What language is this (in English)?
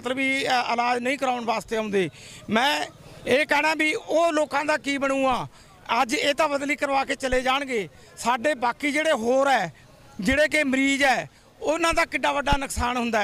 Punjabi